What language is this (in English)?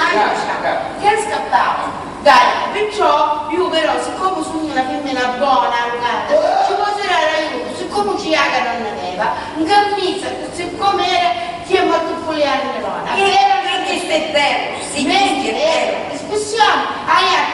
Sicilian